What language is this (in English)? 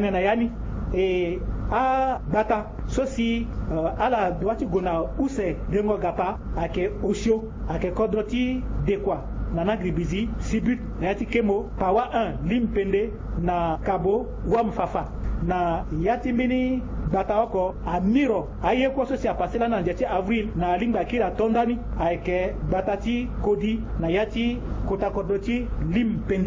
Sango